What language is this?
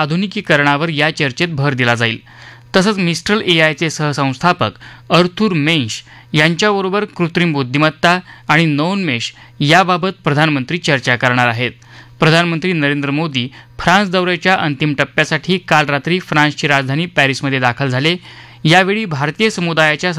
Marathi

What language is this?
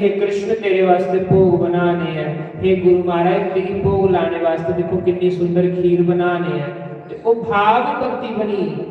Dogri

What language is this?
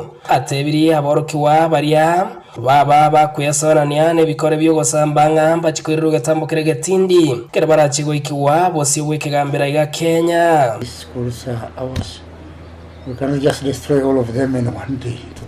Gusii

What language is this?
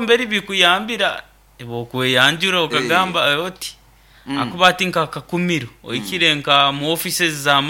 Nyoro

